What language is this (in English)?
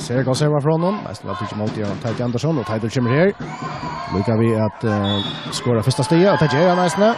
Faroese